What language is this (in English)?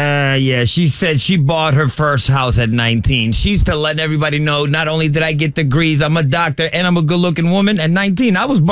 English